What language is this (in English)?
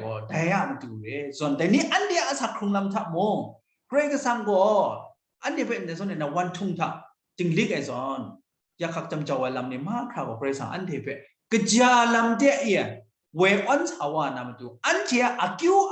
Kachin